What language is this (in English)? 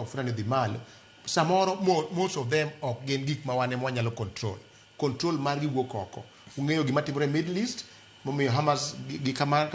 Luo (Kenya and Tanzania)